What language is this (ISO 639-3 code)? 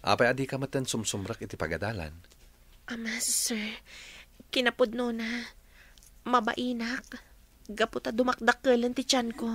ilo